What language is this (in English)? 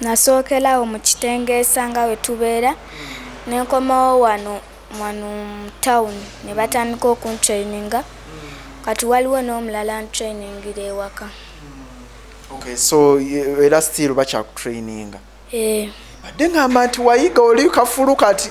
Ganda